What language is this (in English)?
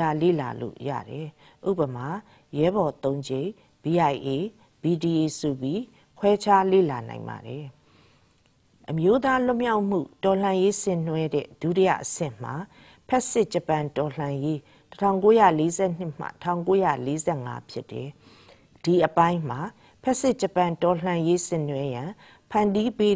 Burmese